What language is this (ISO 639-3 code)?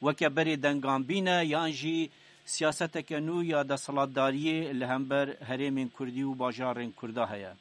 kur